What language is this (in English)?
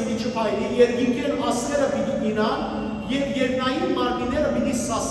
Western Armenian